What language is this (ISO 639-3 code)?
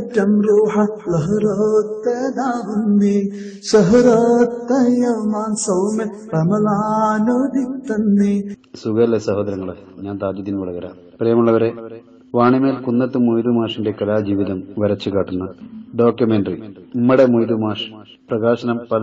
mal